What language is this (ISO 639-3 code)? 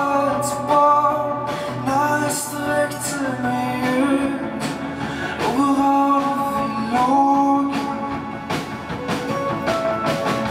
swe